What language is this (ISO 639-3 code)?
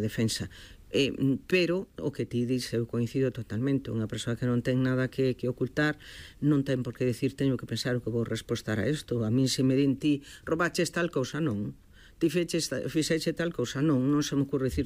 glg